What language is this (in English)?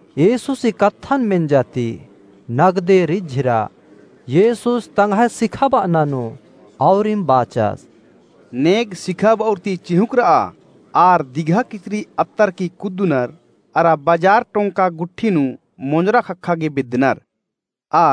Kurukh